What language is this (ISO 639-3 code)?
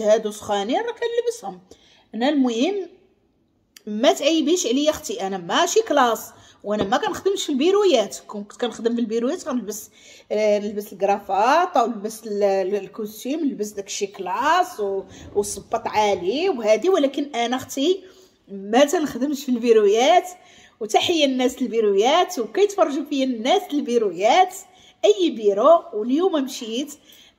ary